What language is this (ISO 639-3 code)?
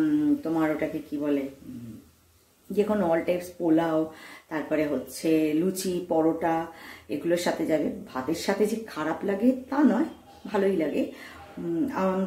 ben